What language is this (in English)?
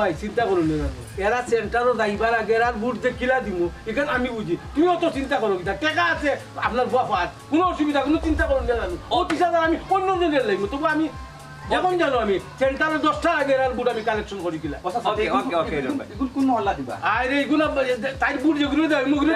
Sylheti